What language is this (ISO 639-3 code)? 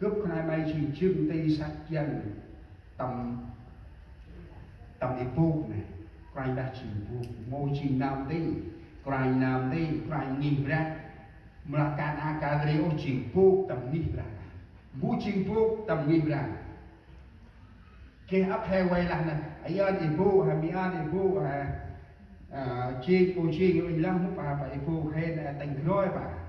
cmo